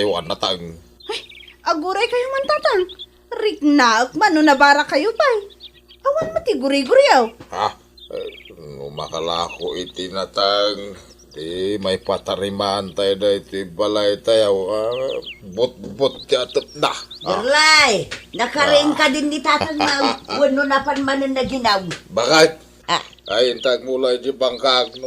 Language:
Iloko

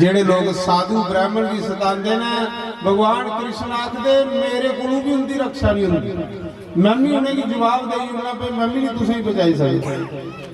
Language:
Dogri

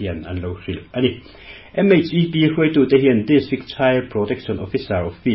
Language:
Mizo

